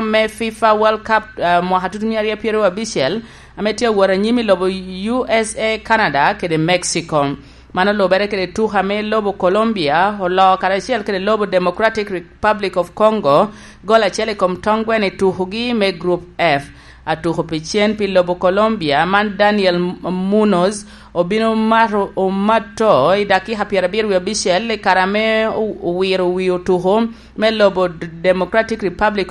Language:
Lango (Uganda)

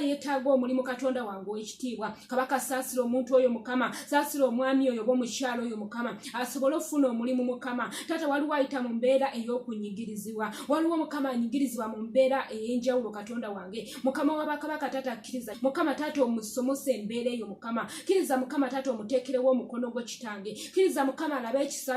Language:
Ganda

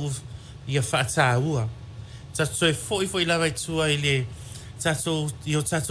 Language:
Samoan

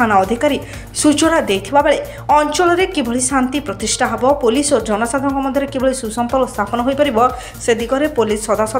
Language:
Odia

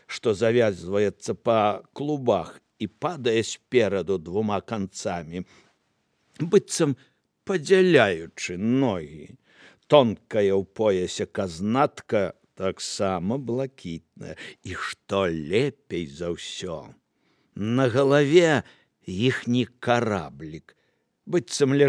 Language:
Belarusian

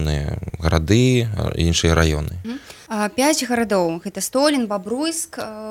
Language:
Belarusian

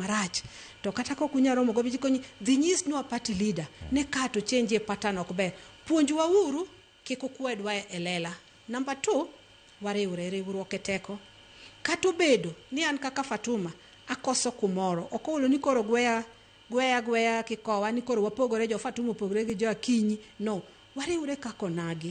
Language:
Luo (Kenya and Tanzania)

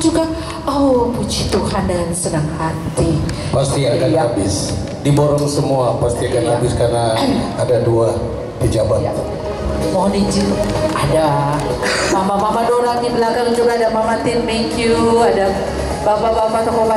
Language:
Indonesian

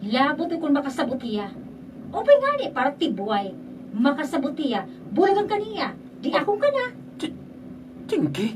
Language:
Waray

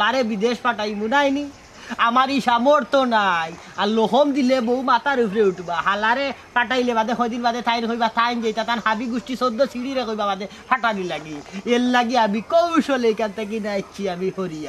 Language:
Sylheti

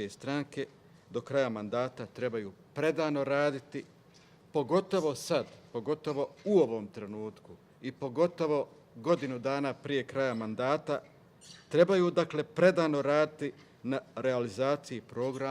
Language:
Bosnian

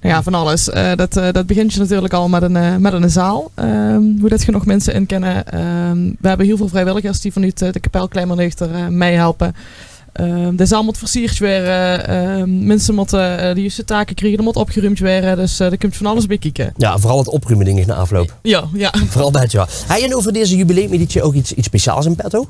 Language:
Limburgish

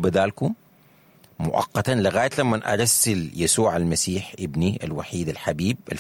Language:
Sudanese Arabic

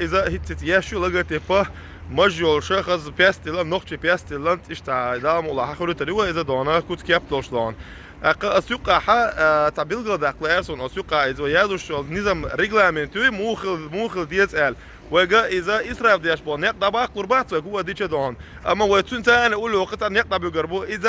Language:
Chechen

